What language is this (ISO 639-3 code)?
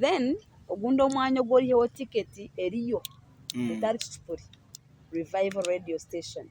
nyn